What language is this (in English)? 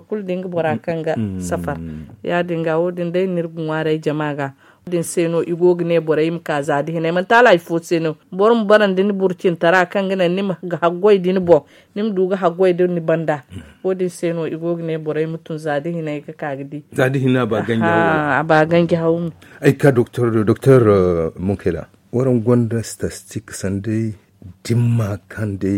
Zarma